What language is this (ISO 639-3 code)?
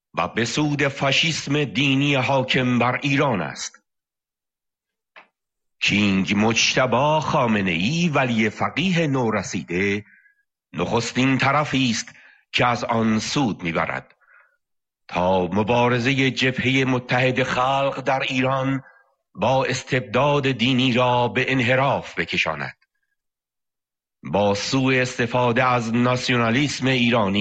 fas